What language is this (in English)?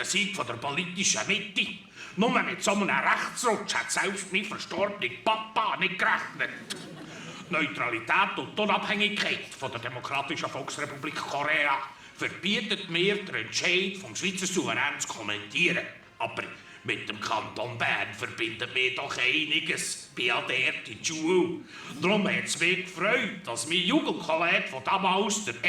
Swiss German